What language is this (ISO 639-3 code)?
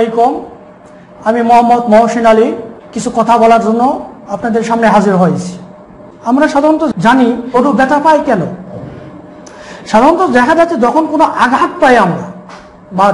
ben